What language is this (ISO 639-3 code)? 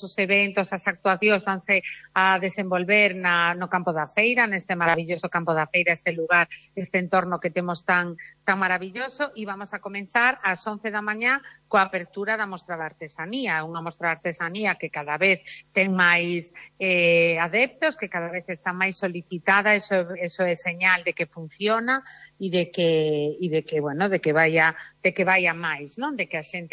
glg